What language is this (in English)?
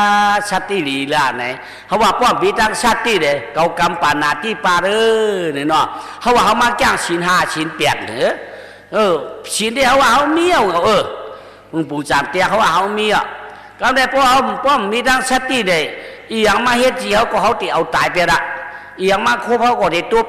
Shan